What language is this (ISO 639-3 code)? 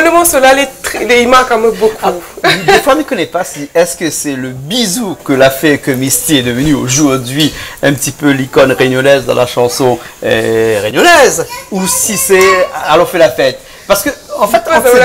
rcf